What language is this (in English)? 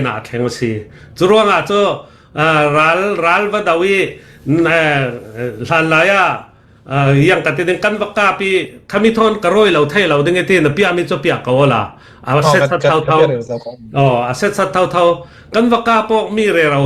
Falam Chin